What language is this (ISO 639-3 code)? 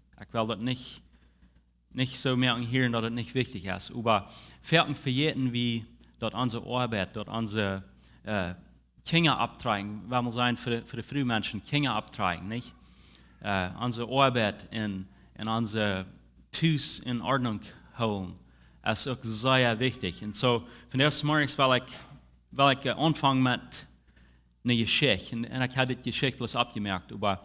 pdt